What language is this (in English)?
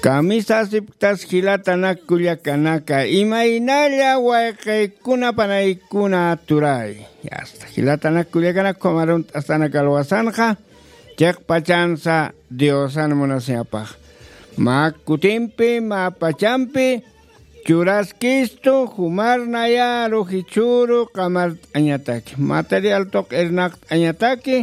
Aymara